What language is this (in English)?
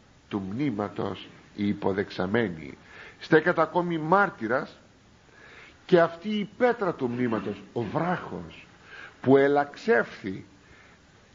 Greek